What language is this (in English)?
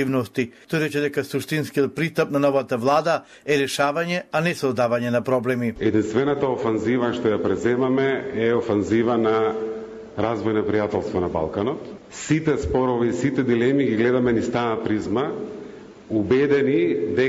Macedonian